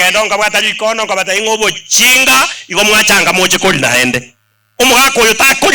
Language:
Gusii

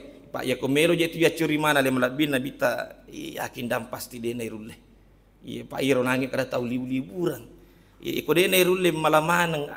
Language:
Buginese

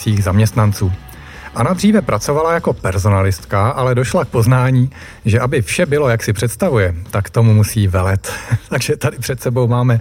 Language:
Czech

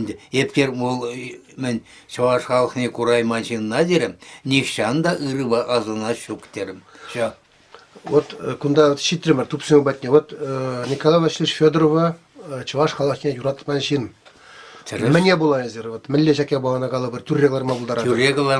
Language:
Chuvash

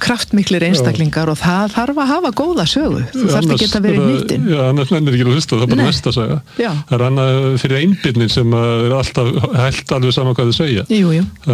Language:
Icelandic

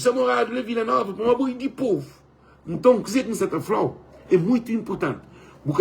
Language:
Kabuverdianu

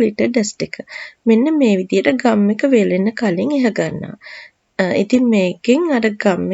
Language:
Sinhala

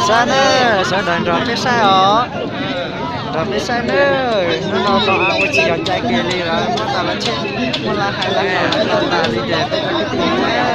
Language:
Hmong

